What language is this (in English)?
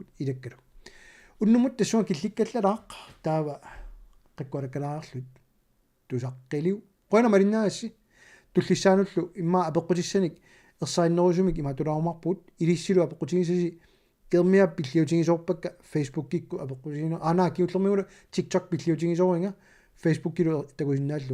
Kalaallisut